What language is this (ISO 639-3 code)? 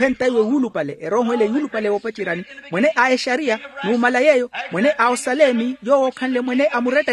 vmw